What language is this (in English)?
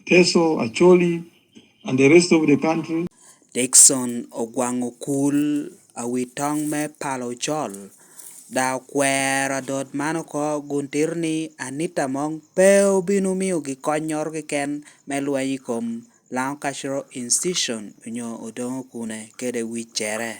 Lango (Uganda)